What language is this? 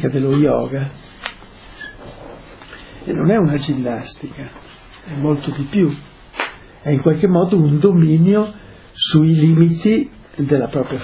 Italian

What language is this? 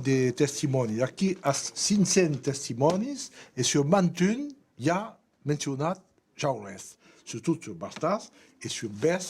Occitan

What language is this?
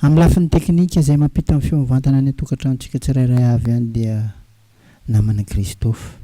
Malagasy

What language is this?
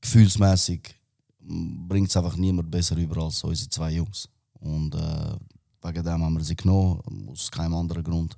Swiss German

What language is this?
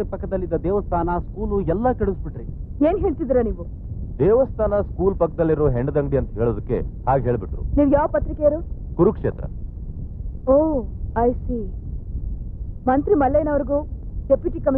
Kannada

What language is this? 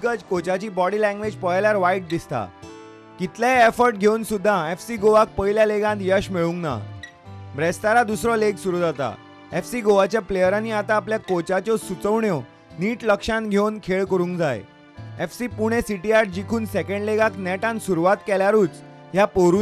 Konkani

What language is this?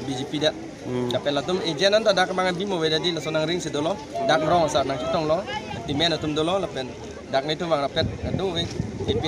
Karbi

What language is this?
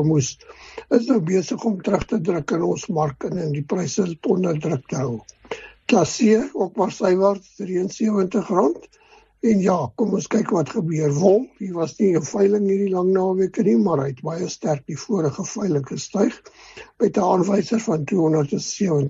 Afrikaans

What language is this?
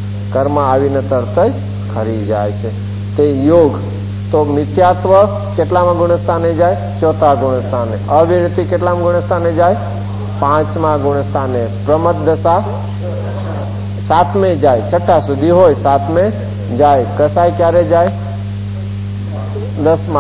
Gujarati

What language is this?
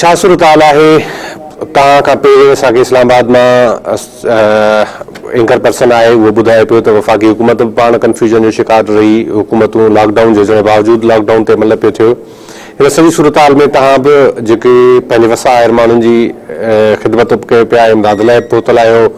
Sindhi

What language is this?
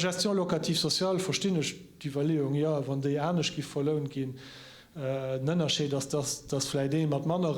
Luxembourgish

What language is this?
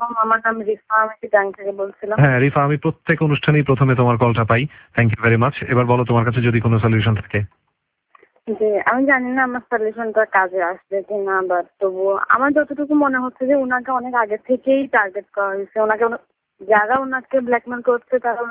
Bangla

